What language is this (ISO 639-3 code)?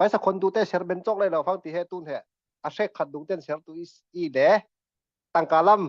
cfm